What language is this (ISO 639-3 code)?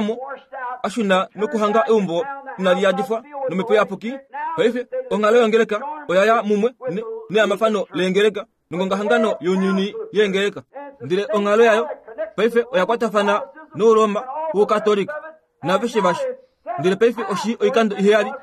kua